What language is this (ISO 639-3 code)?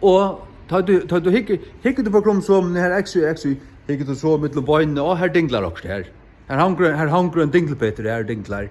fao